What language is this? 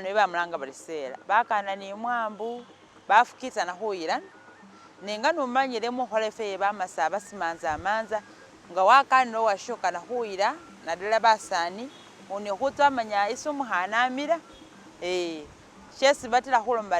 Masaaba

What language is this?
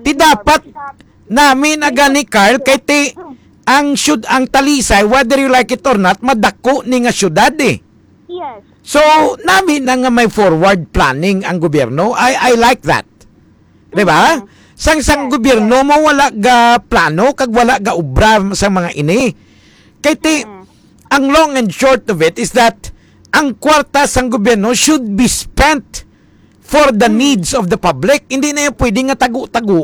Hiligaynon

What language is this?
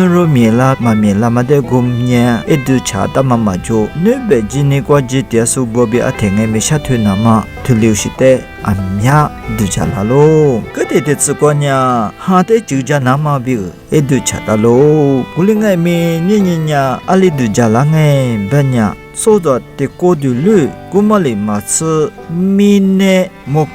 Lisu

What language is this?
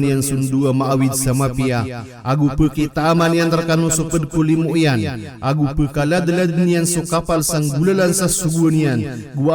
Maranao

